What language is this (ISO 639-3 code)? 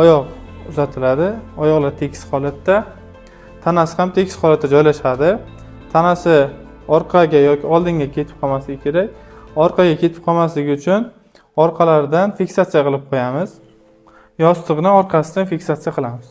uzb